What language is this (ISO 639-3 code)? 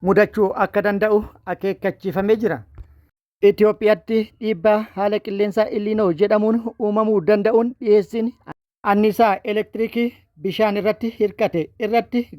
orm